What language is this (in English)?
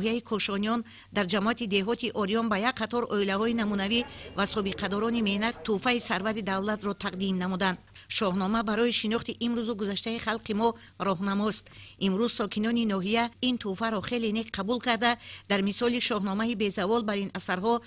Tajik